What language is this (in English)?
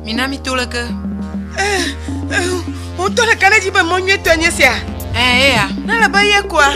Ewe